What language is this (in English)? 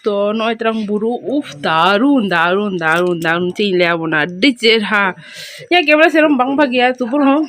Santali